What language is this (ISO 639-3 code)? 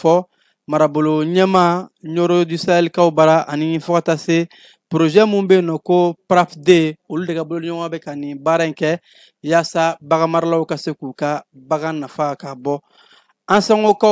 bam